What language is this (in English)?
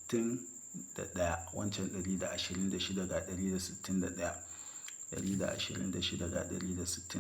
Hausa